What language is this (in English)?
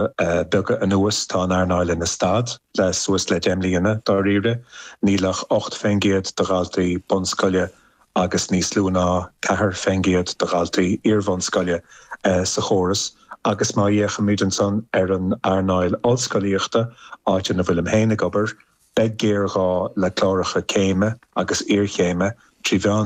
Irish